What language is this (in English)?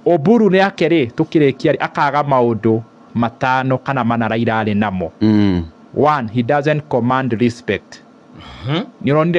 Kikuyu